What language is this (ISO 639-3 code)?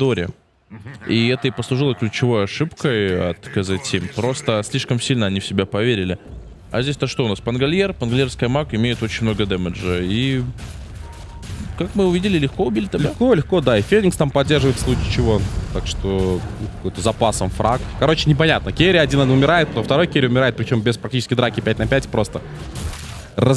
rus